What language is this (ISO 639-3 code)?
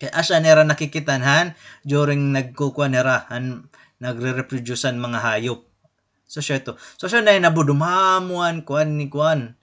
war